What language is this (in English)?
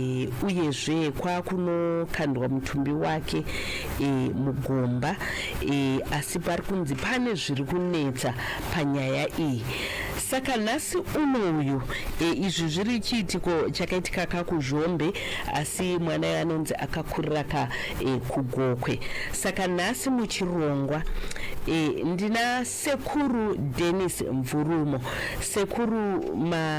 Shona